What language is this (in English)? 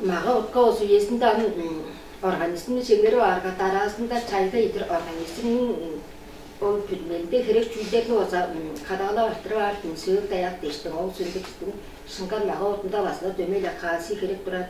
Tuvinian